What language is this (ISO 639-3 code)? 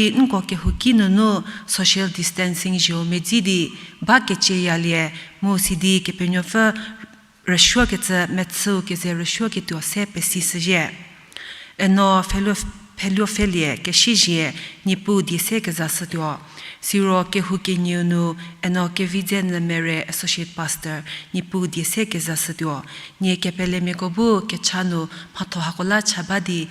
njm